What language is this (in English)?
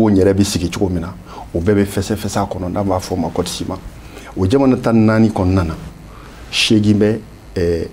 Bambara